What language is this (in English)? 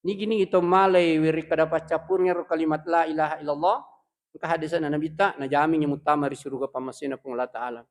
Buginese